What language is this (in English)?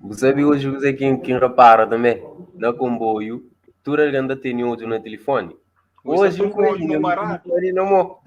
Kabuverdianu